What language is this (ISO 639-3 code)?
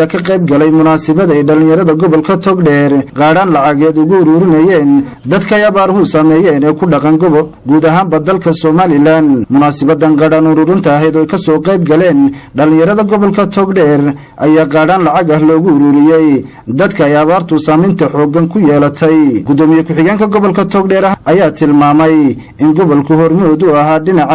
som